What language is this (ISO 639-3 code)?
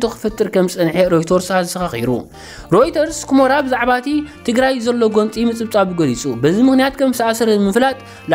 tir